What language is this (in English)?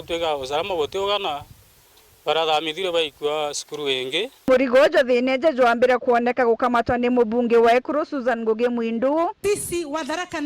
Meru